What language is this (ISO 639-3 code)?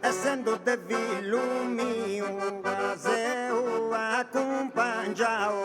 srd